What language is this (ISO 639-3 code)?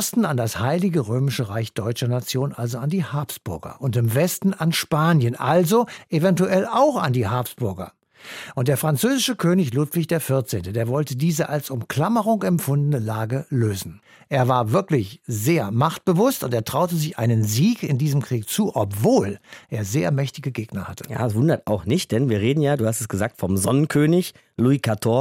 deu